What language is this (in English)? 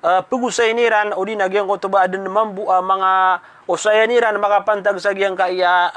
Maranao